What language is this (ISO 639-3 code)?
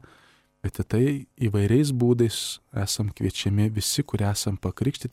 lit